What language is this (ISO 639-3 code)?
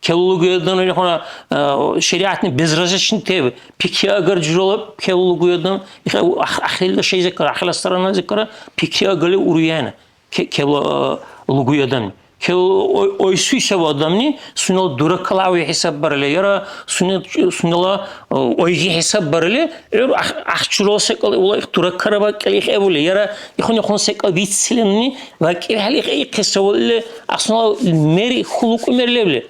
dar